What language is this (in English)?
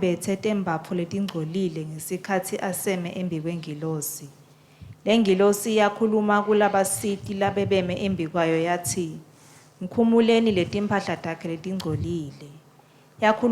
Swati